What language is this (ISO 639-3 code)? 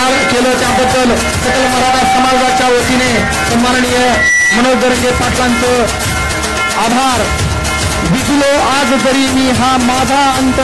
mar